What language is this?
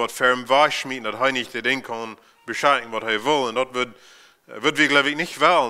Plautdietsch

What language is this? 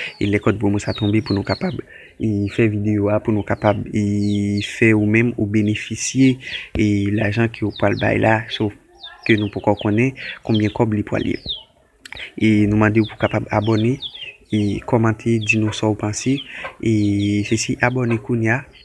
Haitian Creole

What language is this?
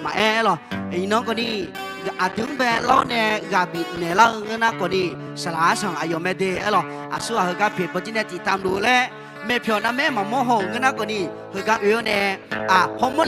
Akha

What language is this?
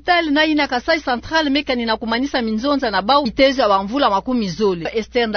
Kituba (Democratic Republic of Congo)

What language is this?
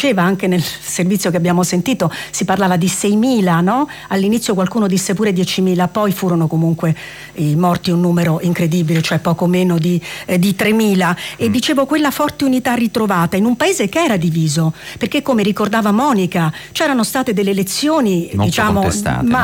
Italian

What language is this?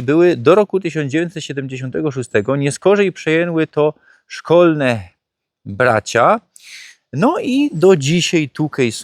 Silesian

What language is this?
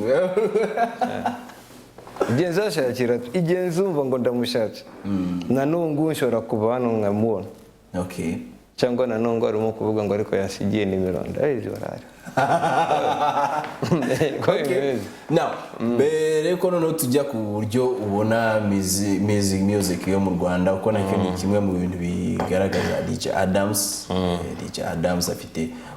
Kinyarwanda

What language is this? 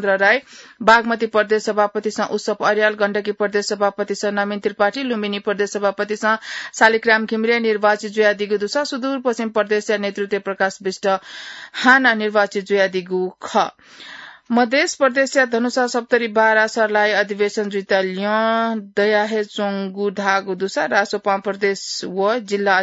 Newari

